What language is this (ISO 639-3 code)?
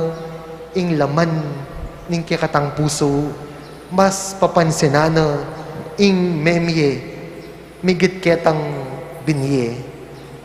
pam